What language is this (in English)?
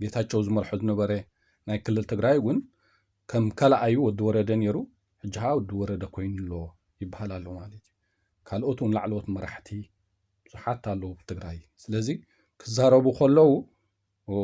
Tigrinya